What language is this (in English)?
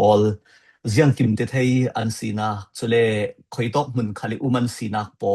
Falam Chin